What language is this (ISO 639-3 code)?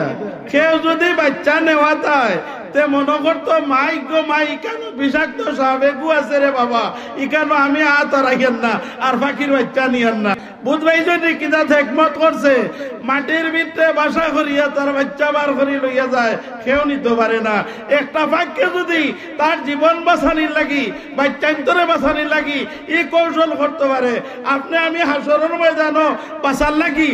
syl